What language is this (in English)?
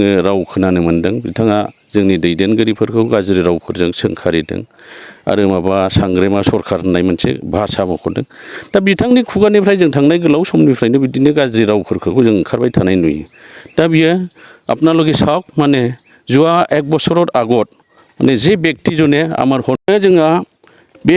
Bodo